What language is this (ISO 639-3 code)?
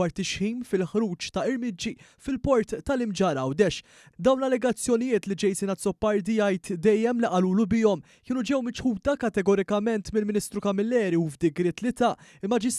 mlt